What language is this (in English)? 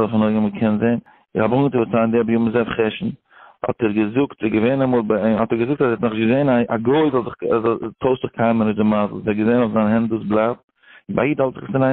Yiddish